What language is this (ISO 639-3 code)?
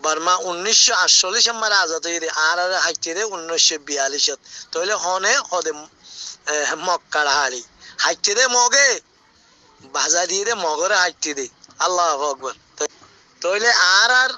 rhg